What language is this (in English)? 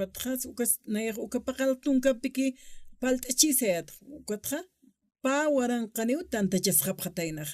Aymara